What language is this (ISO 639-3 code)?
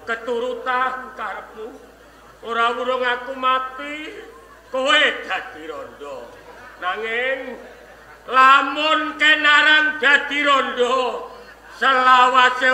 jav